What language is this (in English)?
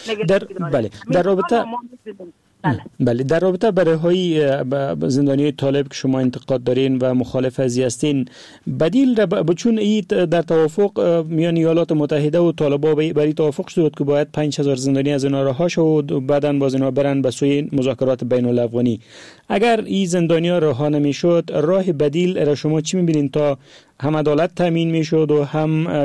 Persian